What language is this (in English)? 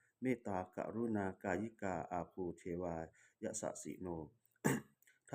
Pali